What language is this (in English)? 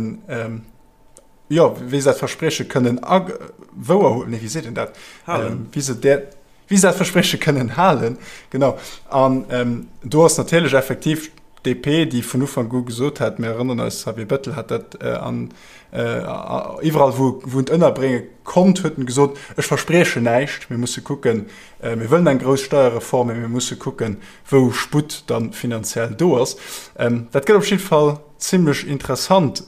Luxembourgish